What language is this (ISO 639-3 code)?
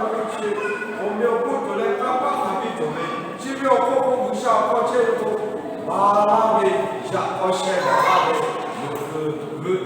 lhu